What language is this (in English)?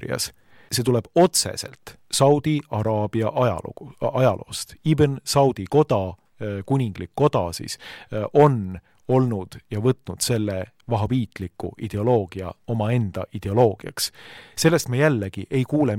Estonian